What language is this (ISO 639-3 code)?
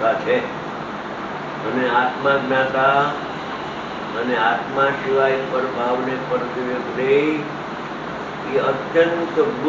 guj